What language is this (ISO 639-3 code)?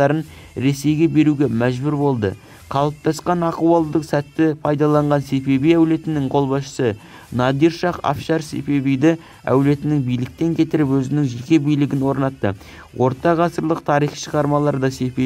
kaz